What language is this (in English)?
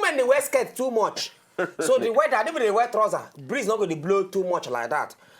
Nigerian Pidgin